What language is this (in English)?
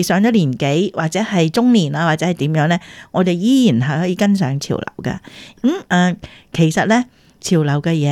Cantonese